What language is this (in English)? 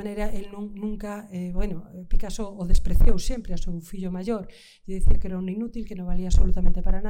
Galician